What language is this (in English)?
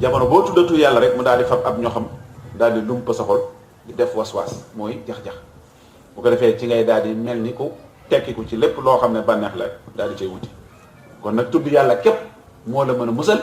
Wolof